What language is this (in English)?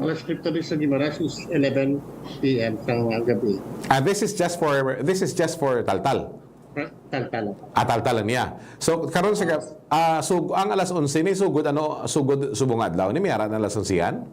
Hiligaynon